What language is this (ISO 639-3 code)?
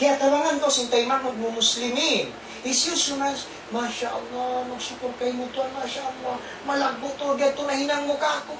tsg